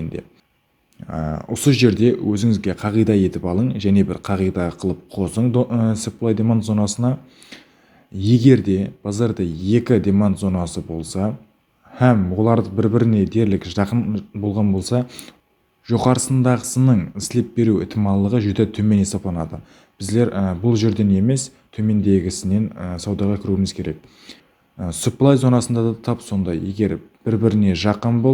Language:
Kara-Kalpak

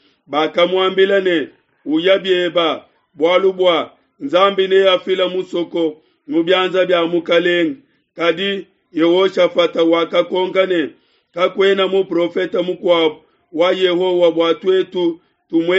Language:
Luba-Lulua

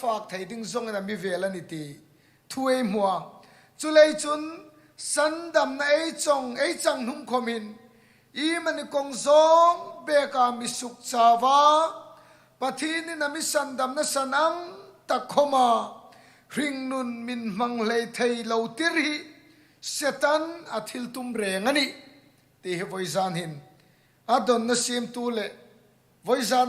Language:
Hmar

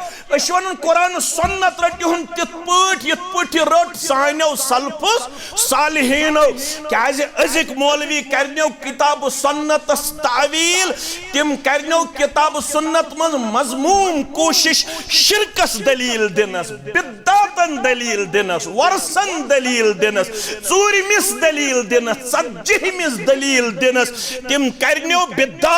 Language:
Kashmiri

